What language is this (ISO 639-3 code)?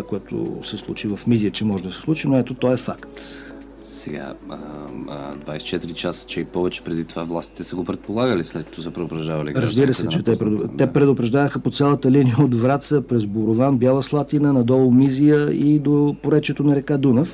bul